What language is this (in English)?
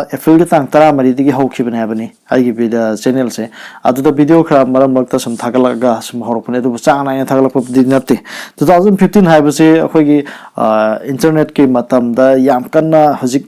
Manipuri